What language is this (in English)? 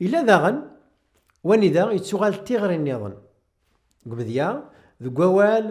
Kabyle